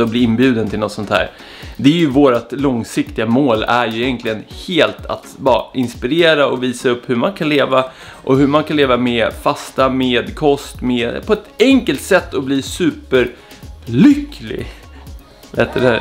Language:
Swedish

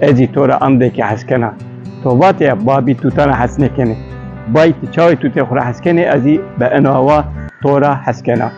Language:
Zaza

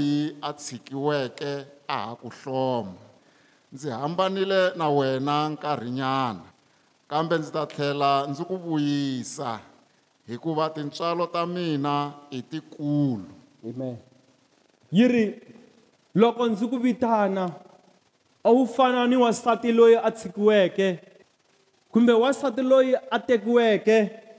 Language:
Tsonga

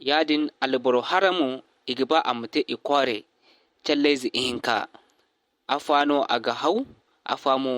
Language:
Zarma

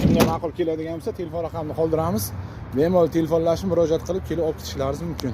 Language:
Uzbek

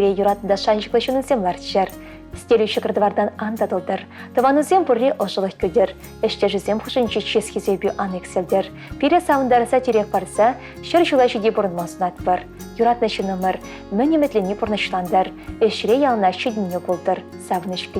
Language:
Chuvash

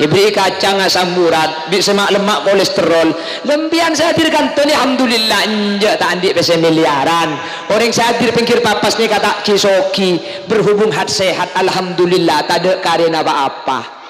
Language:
Madurese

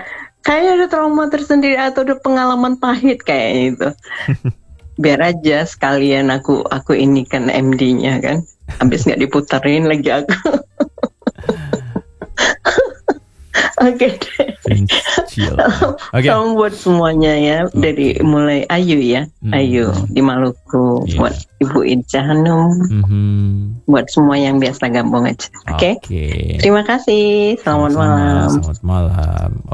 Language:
Indonesian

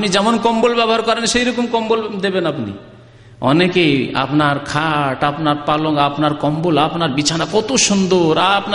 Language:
Bangla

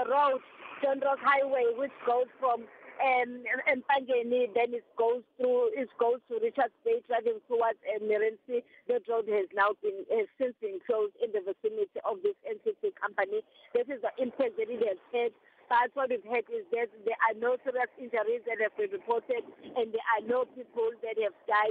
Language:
English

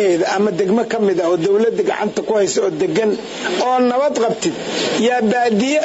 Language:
Somali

